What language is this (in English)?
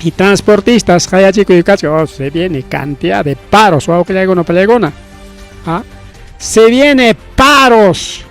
Ayacucho Quechua